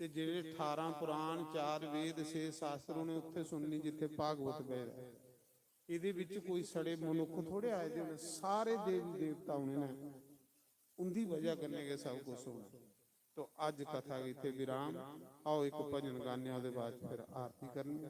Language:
Dogri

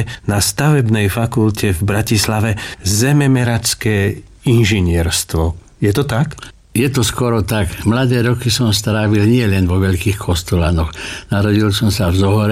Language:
Slovak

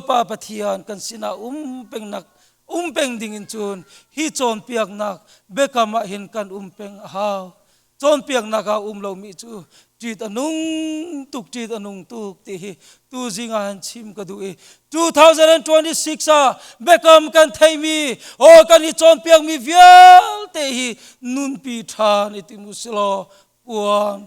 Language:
Hakha Chin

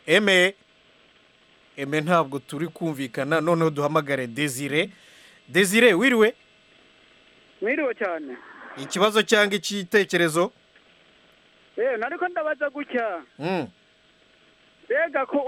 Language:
Kinyarwanda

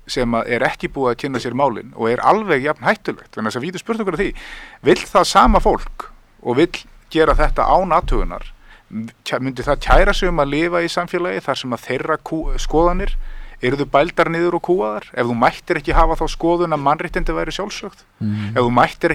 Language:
Icelandic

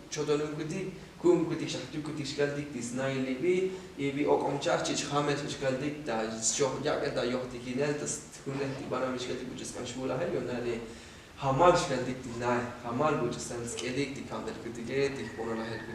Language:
Tzotzil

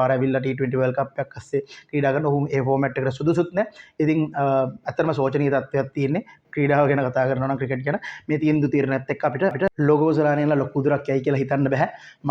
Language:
Sinhala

